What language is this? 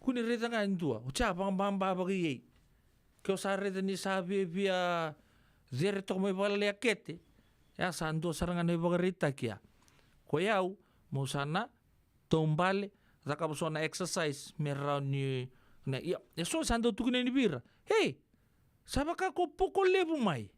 Fijian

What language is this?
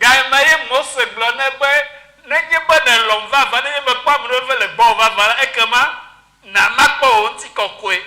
Ewe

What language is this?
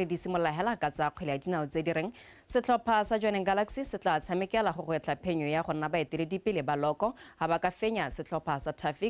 Tswana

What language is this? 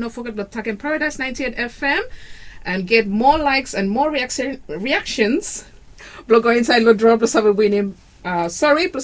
Bislama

